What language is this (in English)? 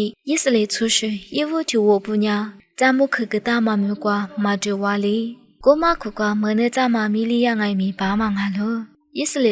Lisu